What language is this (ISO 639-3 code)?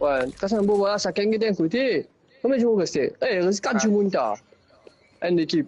mfe